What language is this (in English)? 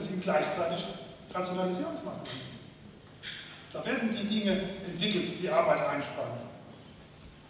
German